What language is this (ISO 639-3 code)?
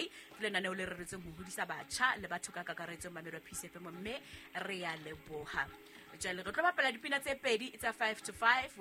sot